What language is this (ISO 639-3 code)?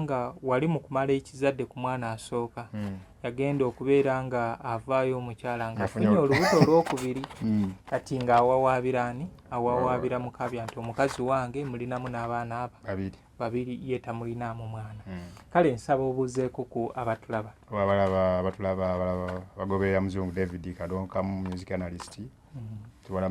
lug